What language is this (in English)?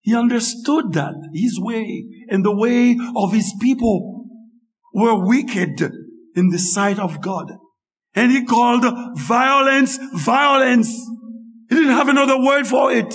Haitian Creole